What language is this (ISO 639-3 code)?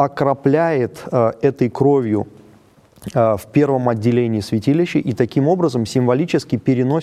rus